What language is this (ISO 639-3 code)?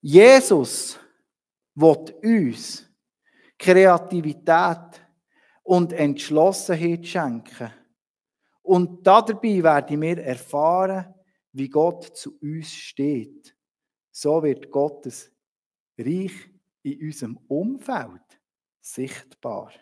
gsw